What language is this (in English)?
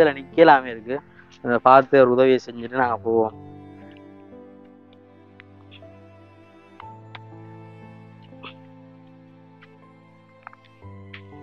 Tamil